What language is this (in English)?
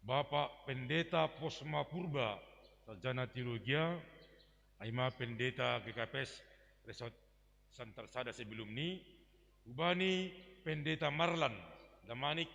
Batak Simalungun